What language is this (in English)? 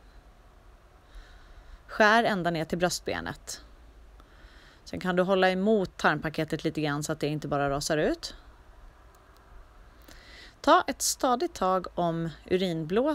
Swedish